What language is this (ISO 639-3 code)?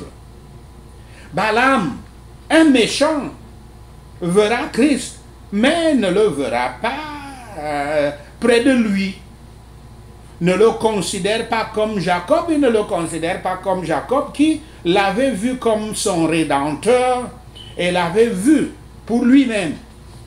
fra